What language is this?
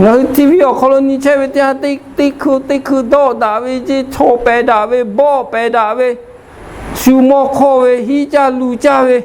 Lahu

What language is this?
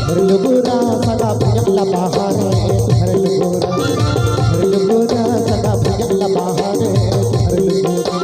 Chhattisgarhi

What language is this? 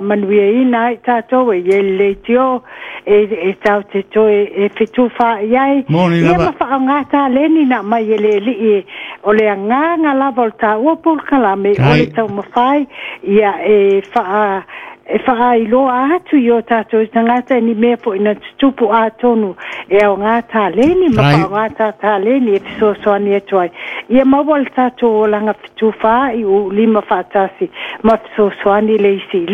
Samoan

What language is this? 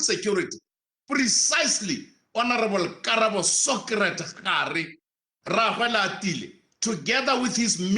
Tswana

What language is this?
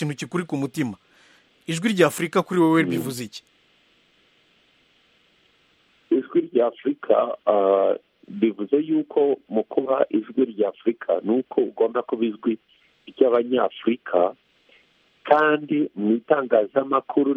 Kinyarwanda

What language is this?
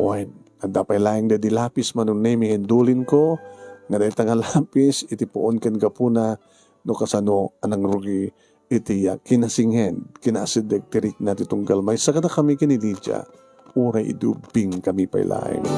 Iloko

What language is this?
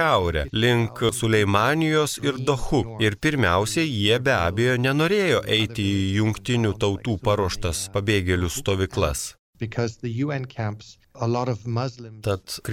Lithuanian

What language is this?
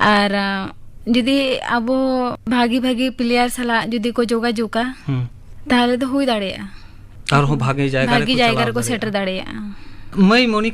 Santali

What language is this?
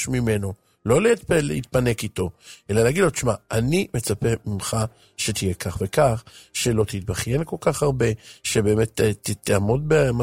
Hebrew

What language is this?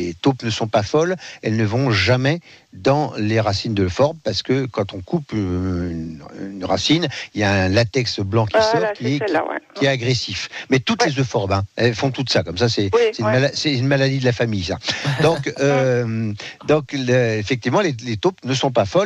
French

